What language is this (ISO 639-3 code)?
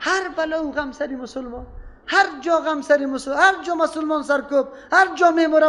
fas